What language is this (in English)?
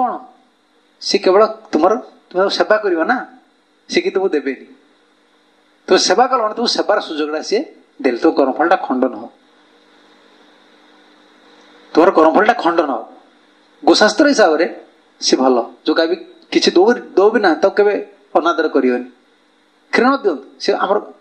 Odia